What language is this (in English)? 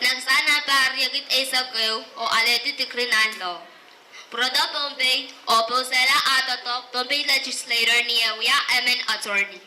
Pohnpeian